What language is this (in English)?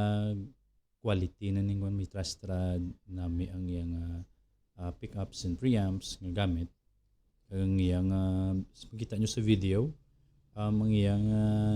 Hiligaynon